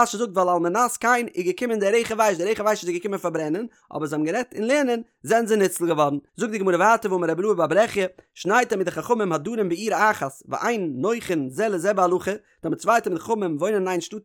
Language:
Yiddish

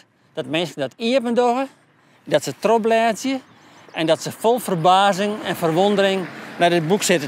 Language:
Western Frisian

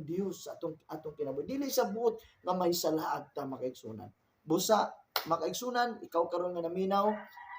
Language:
Cebuano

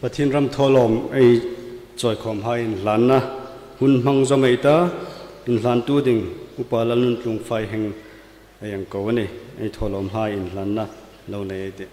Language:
Hmar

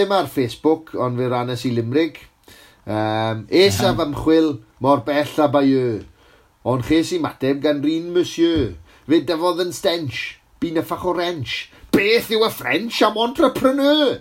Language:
Welsh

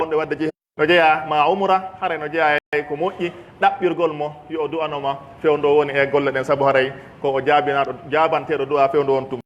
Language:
Pular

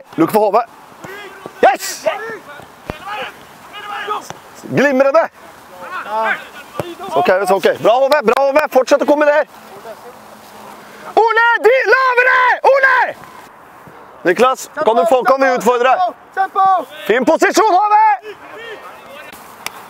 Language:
Norwegian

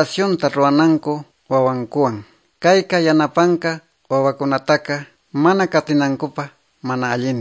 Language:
Quechua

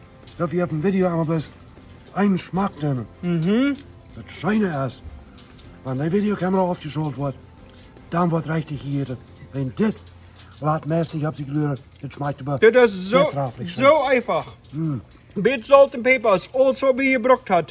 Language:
Plautdietsch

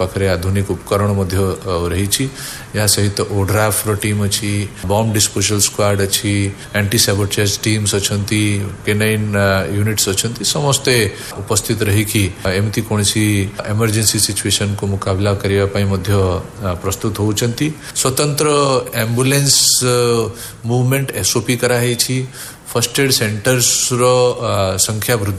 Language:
Odia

